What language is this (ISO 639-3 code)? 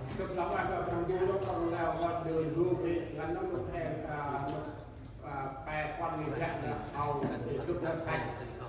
cmo